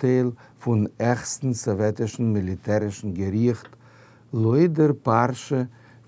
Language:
Yiddish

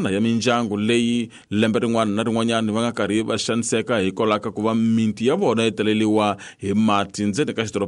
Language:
Tsonga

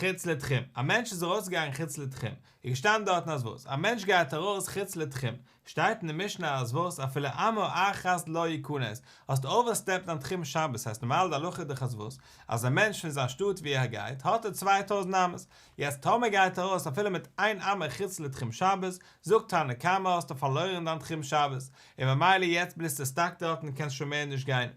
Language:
Yiddish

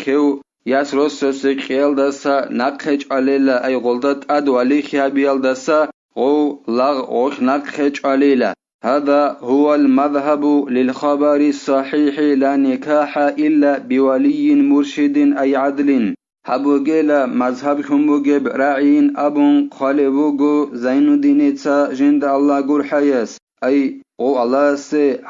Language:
Avaric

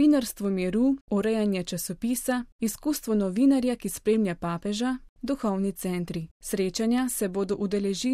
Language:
Slovenian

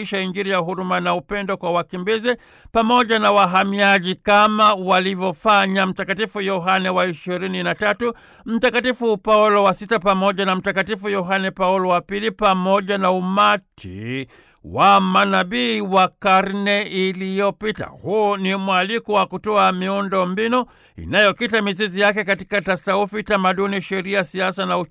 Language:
Swahili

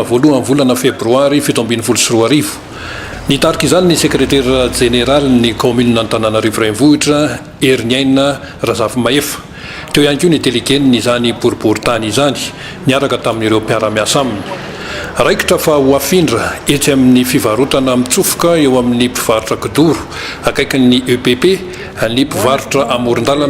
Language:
Malagasy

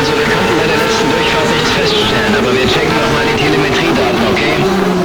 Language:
Bavarian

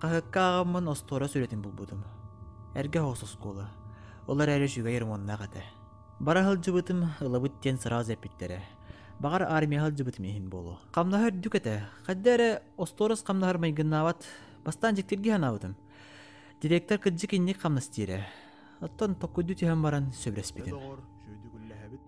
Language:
Yakut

